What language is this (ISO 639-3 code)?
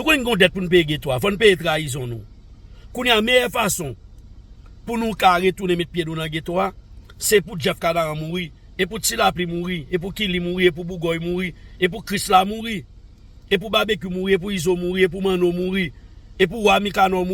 hat